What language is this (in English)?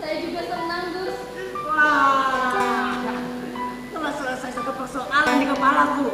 Banjar